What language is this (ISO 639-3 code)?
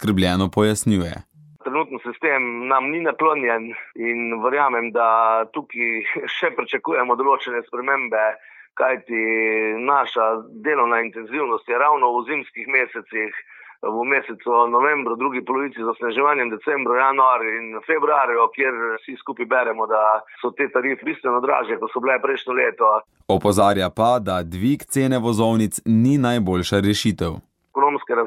slv